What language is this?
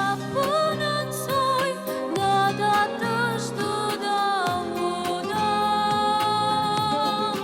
Ossetic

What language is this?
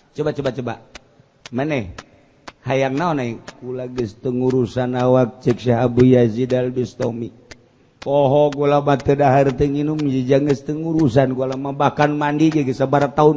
Sundanese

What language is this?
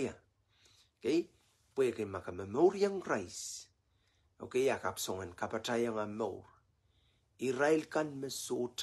Pohnpeian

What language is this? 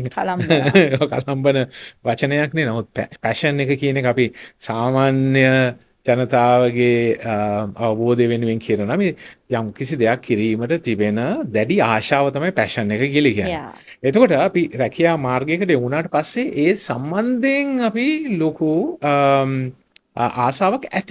Sinhala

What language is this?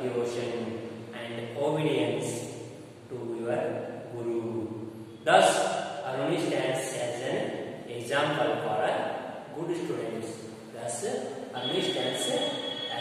English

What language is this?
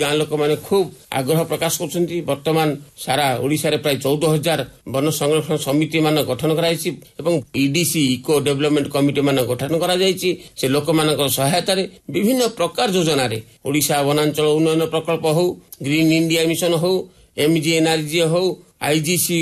Odia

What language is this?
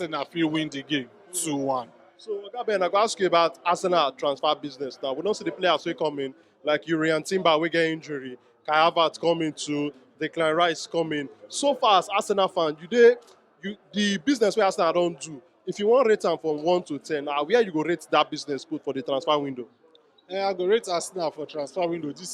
Nigerian Pidgin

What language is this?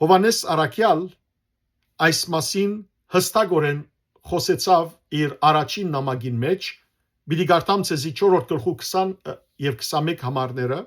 Western Armenian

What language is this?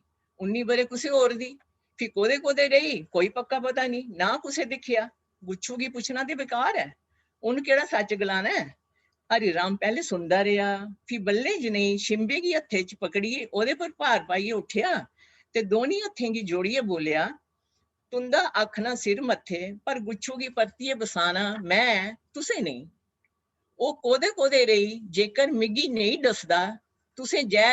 Dogri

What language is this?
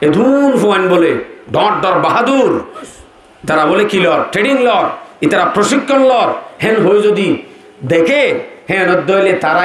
Rohingya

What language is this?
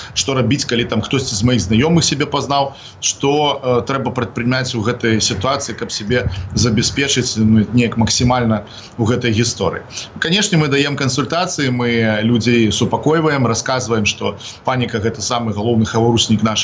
Belarusian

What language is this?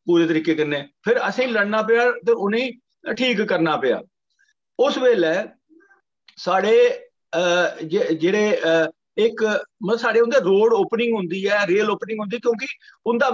Dogri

